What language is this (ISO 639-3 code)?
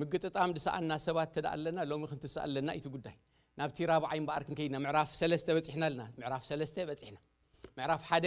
tir